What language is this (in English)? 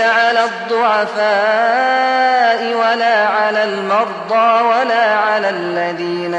Arabic